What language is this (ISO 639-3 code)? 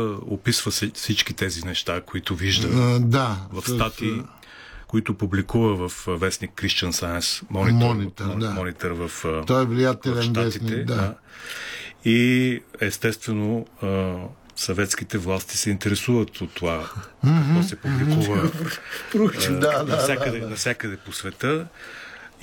bul